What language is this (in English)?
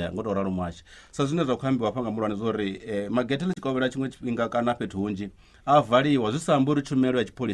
Venda